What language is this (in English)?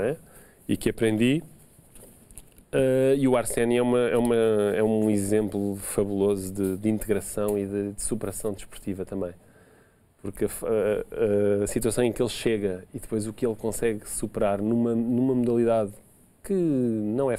Portuguese